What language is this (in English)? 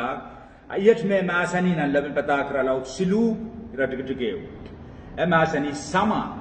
Pohnpeian